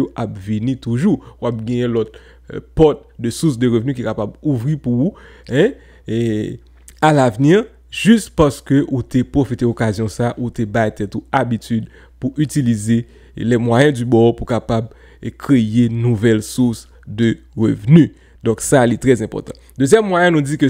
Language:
Haitian Creole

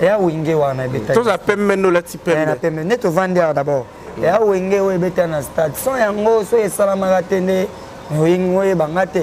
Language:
Lingala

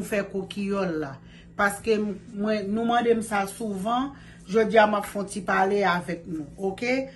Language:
Haitian Creole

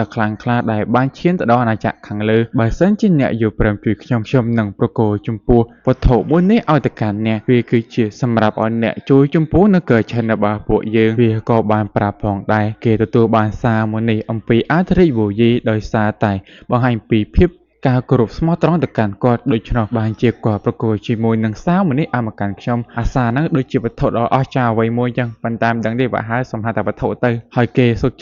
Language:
Khmer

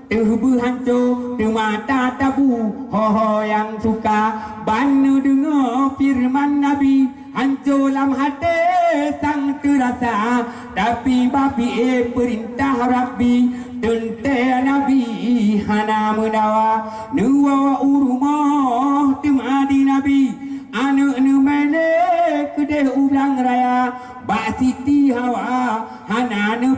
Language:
Achinese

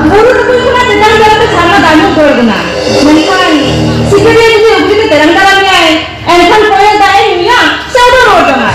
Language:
Santali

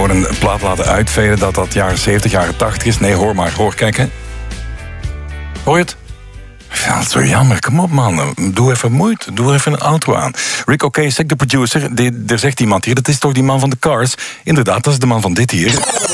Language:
Dutch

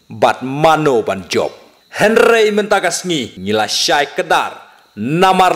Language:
Khasi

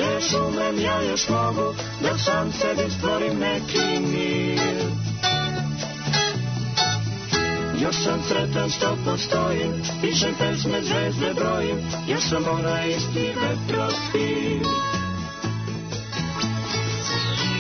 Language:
Serbian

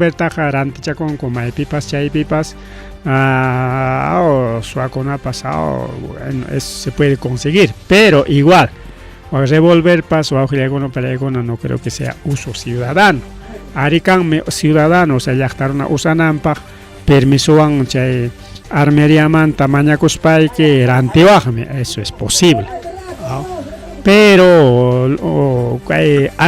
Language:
Ayacucho Quechua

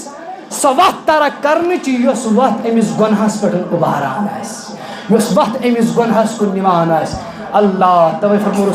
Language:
Kashmiri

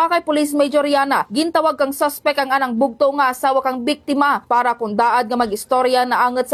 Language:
Hiligaynon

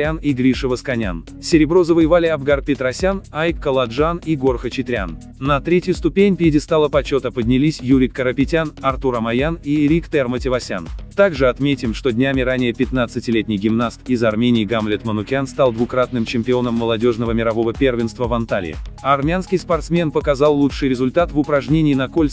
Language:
Russian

